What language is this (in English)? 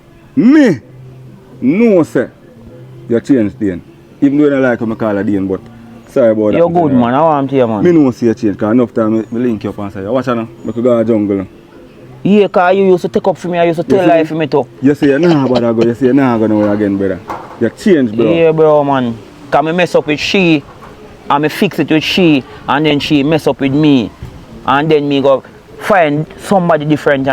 Jamaican Creole English